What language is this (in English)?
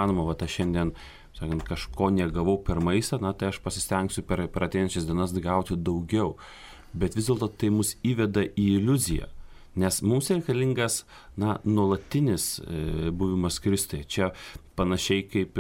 Lithuanian